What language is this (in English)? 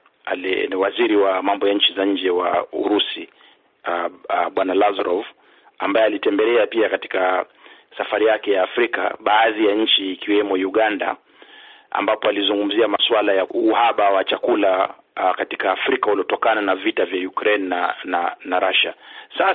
Swahili